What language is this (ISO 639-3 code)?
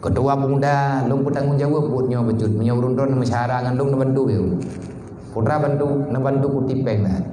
ace